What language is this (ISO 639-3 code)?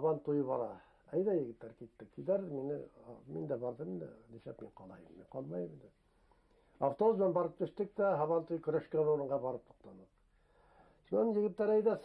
bak